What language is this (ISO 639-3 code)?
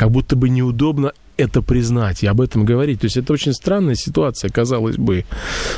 rus